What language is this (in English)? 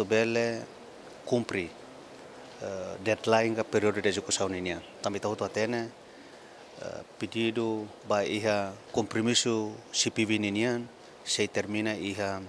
Tetum